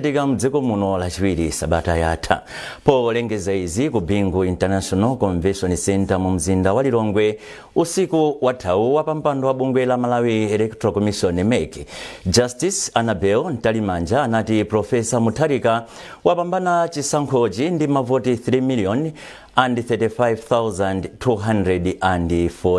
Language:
Nyanja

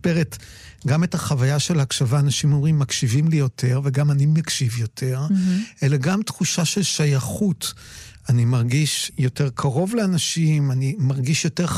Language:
Hebrew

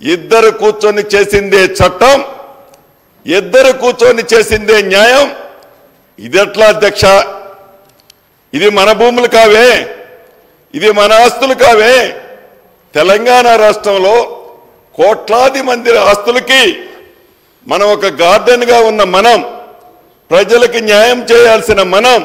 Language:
Telugu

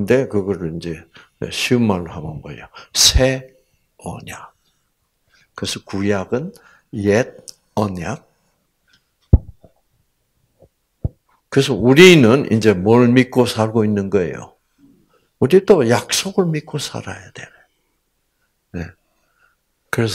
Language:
Korean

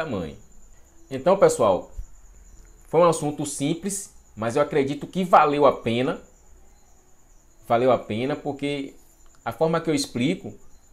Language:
Portuguese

